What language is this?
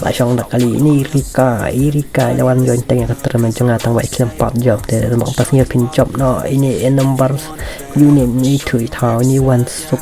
Khasi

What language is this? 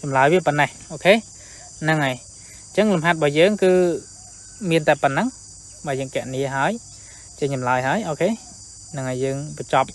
Khmer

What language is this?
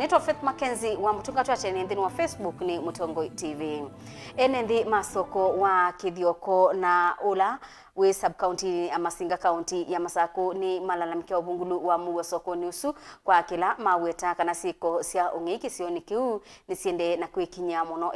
Kamba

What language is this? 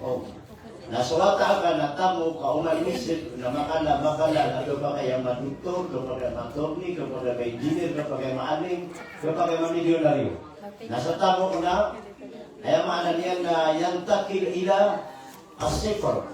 Maranao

